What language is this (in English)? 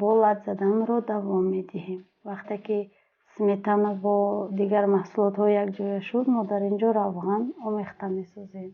Tajik